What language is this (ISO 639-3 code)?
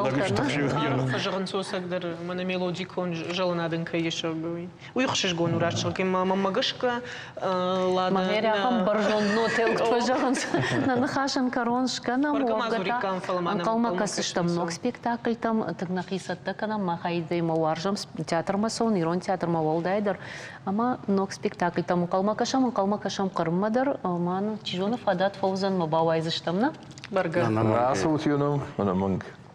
oss